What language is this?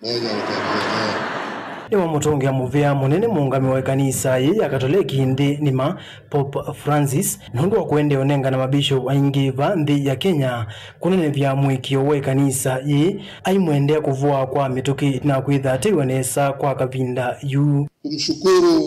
Kamba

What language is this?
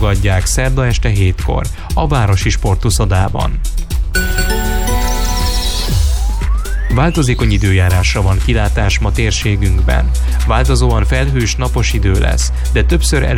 Hungarian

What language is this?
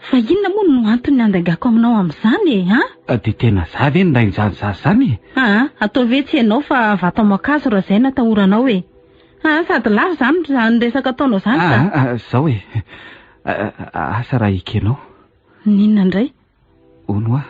Malagasy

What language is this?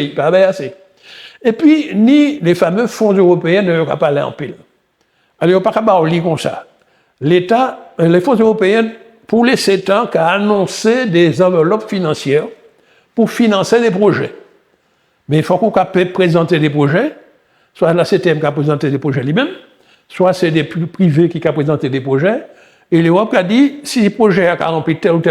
Guadeloupean Creole French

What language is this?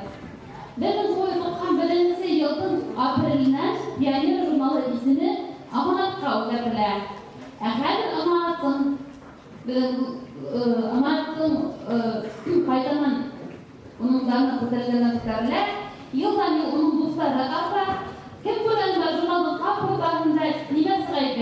Bashkir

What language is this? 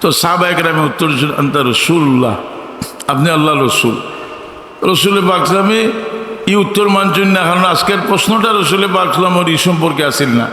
Sylheti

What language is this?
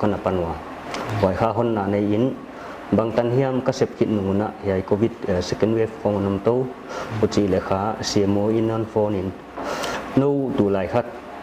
Paite Chin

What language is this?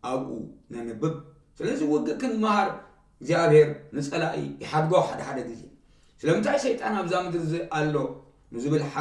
Tigrinya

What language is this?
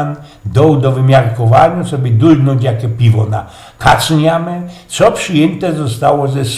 Silesian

